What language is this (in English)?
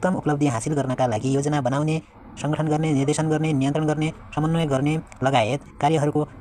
Nepali